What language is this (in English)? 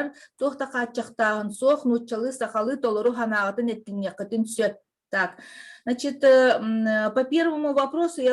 Yakut